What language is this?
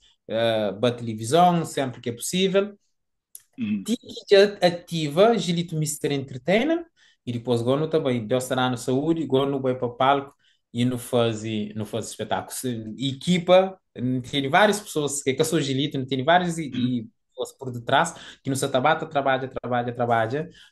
Kabuverdianu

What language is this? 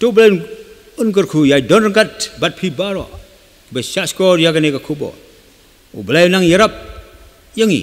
Khasi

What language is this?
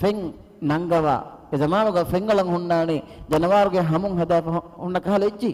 Divehi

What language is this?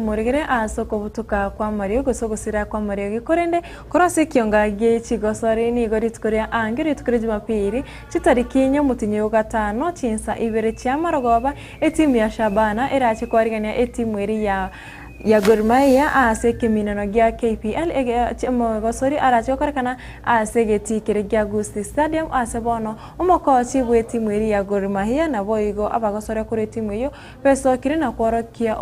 Gusii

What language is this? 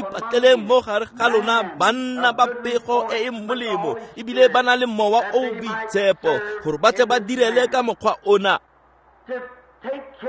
Tswana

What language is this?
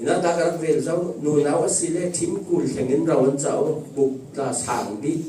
Falam Chin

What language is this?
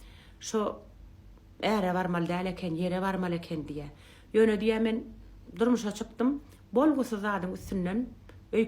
Turkmen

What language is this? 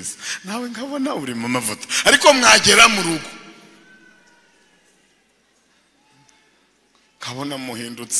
Kinyarwanda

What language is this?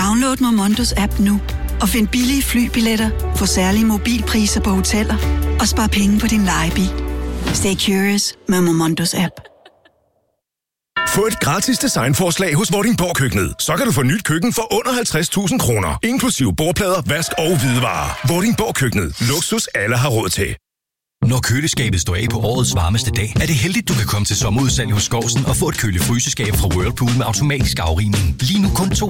Danish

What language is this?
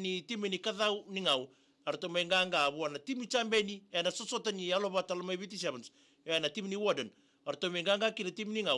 Fijian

